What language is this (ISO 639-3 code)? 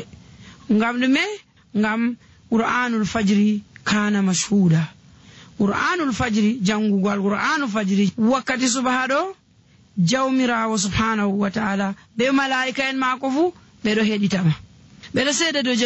fuv